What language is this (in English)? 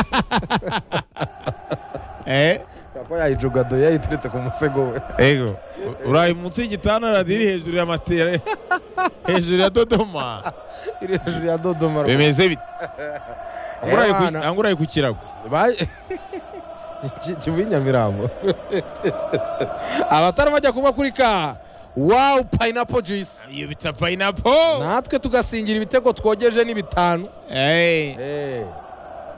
Kinyarwanda